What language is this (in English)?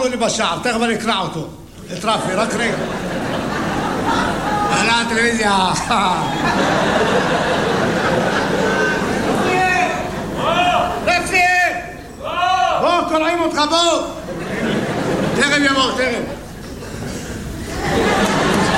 Hebrew